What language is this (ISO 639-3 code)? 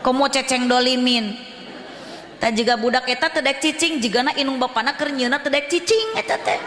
sun